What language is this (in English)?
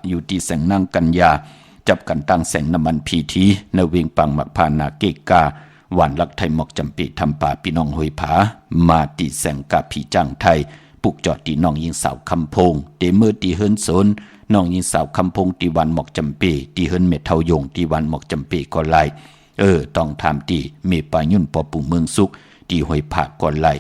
Shan